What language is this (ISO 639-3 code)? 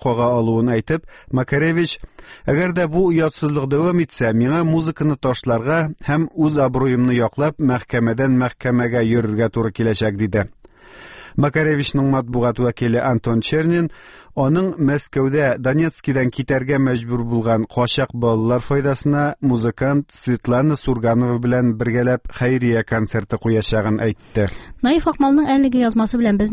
tat